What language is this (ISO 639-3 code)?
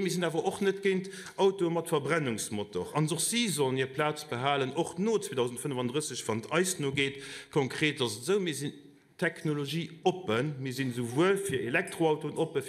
ltz